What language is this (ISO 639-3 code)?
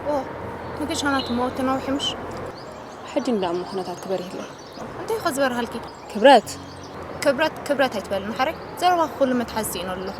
tir